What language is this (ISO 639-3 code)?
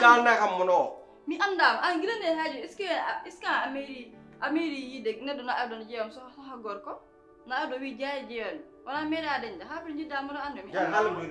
ful